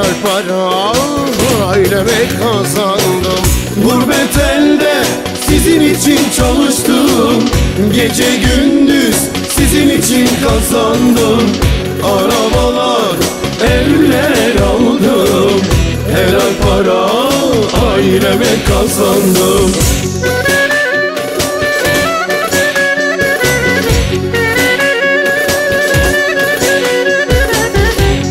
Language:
Turkish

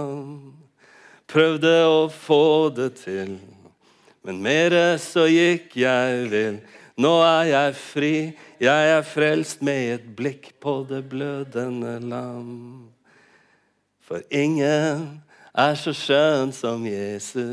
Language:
Norwegian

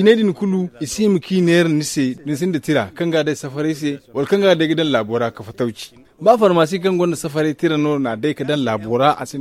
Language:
Zarma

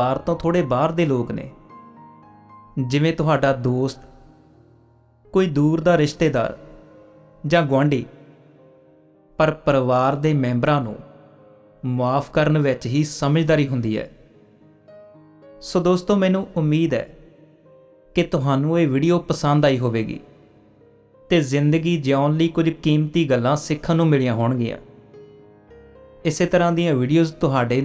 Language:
Punjabi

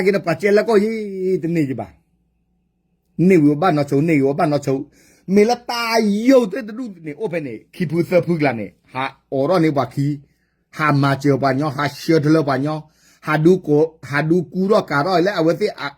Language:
S'gaw Karen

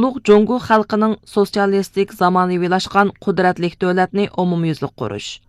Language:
Uyghur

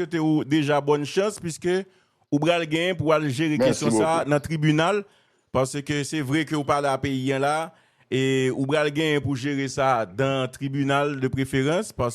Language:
Haitian Creole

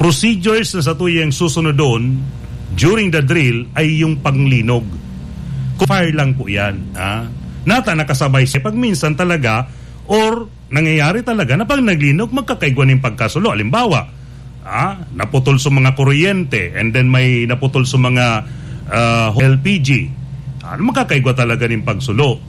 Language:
Bikol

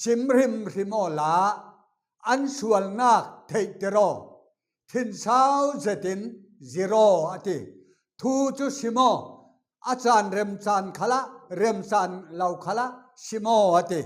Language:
Falam Chin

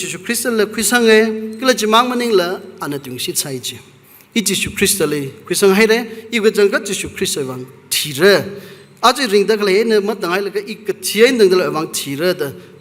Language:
Tangkhul Naga (India)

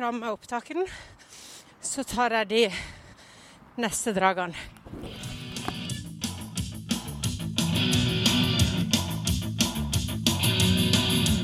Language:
Norwegian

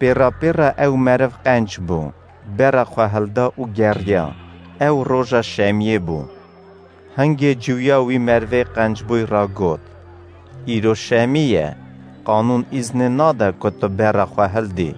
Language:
Kurdish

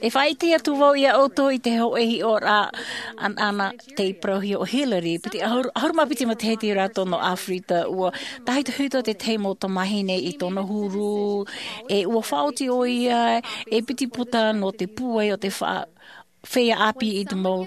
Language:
Tahitian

